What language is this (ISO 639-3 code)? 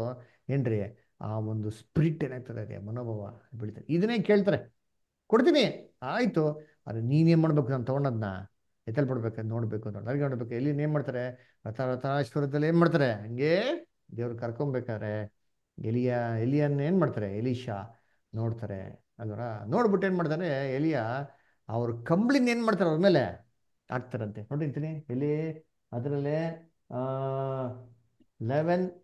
kan